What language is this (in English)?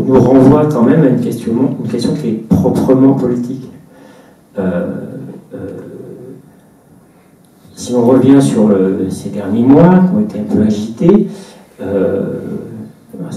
French